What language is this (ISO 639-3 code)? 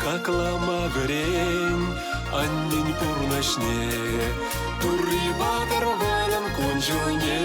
chv